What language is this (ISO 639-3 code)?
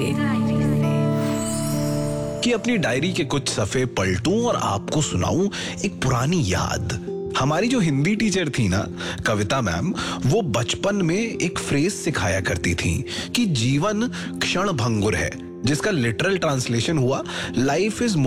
hin